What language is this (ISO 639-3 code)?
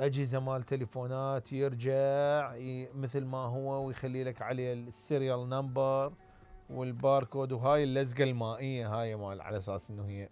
acm